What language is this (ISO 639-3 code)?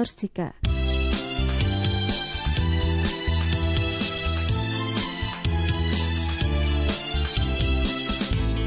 ori